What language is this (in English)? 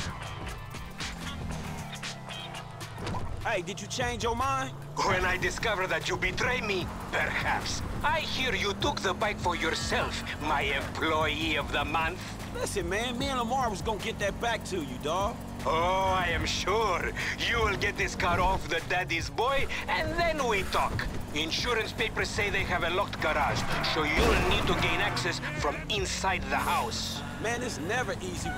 English